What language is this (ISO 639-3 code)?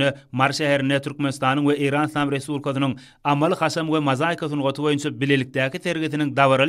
tuk